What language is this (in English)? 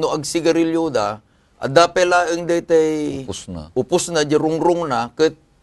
Iloko